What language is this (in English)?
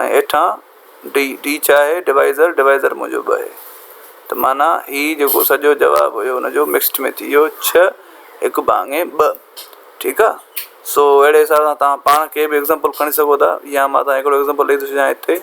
Sindhi